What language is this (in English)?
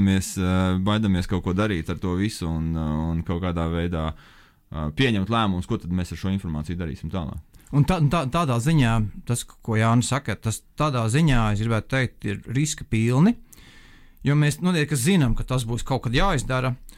Latvian